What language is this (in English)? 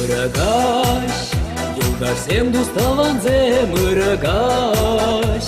Chuvash